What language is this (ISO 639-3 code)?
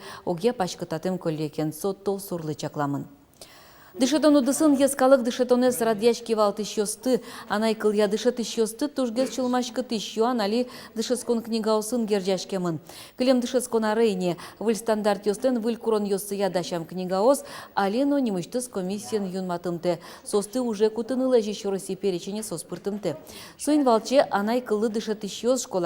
udm